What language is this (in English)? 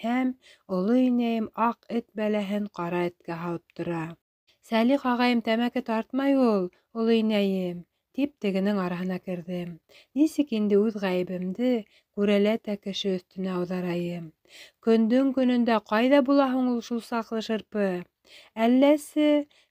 Bashkir